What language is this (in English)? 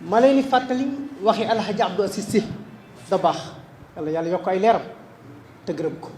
Wolof